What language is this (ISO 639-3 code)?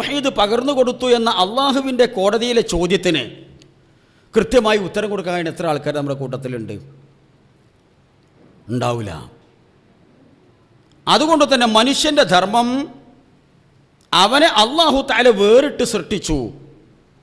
mal